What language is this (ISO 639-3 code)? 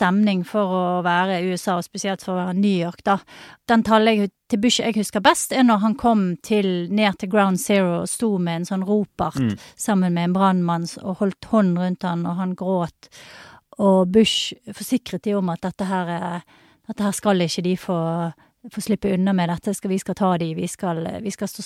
nor